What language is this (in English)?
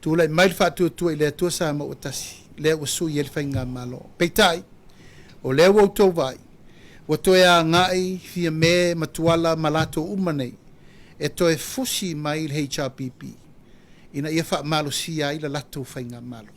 Samoan